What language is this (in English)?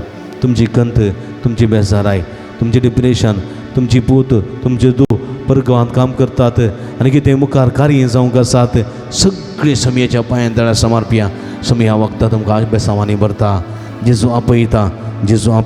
Konkani